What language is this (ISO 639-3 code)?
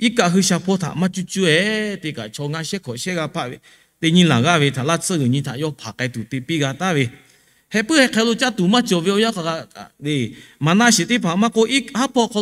lhu